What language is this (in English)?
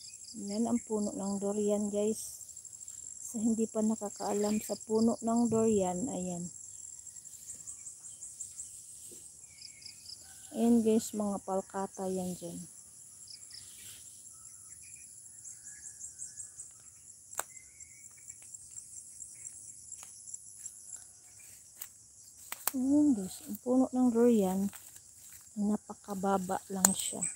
Filipino